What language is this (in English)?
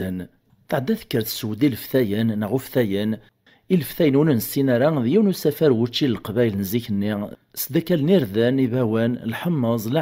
Kabyle